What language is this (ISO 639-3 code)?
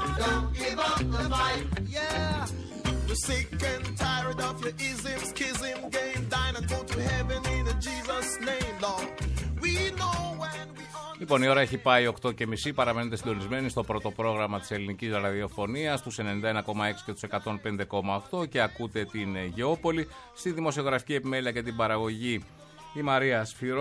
ell